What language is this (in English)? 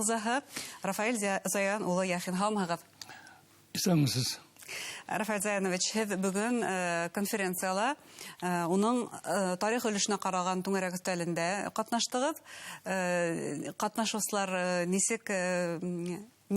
Bashkir